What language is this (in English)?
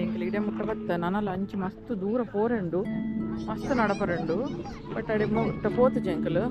Tulu